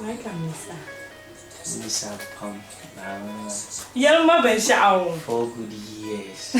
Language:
Dagbani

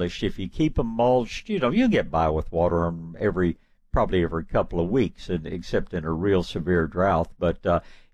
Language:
English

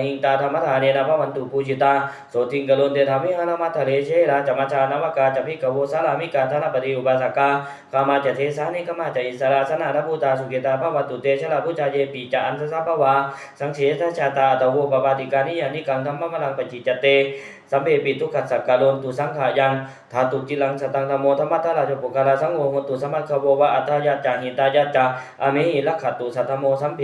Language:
Pali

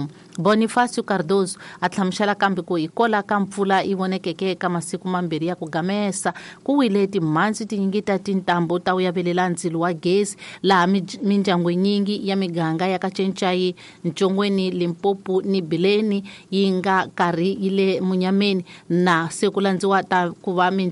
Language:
Tsonga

